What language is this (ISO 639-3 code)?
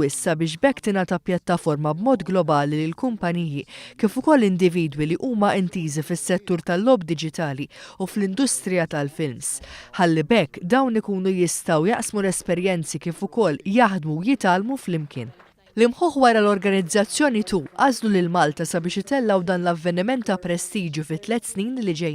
mlt